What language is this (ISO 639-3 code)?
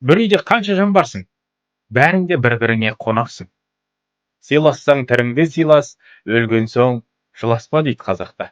kaz